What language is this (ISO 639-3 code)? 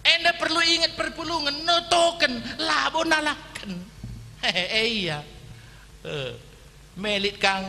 btx